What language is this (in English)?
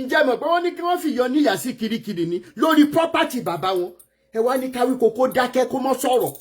Yoruba